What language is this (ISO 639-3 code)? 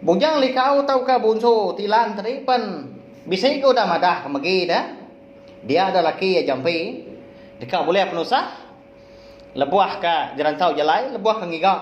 iba